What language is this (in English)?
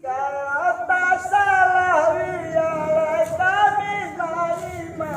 Minangkabau